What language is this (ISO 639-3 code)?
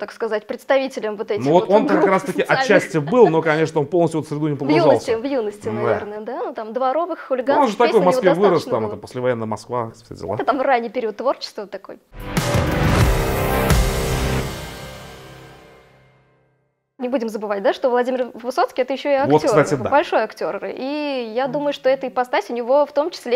rus